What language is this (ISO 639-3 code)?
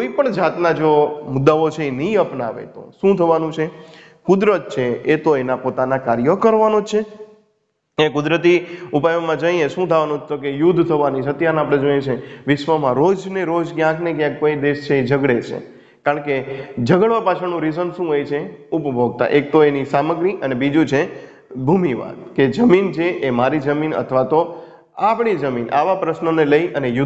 guj